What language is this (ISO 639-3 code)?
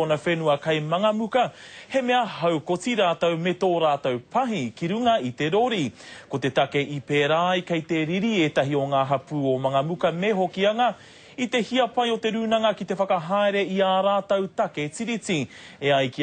mri